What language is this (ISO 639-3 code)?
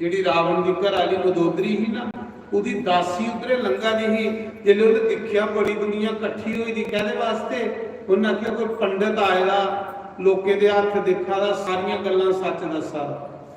doi